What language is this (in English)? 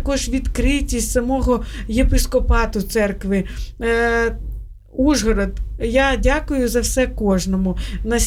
Ukrainian